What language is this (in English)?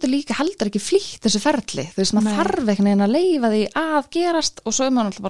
Icelandic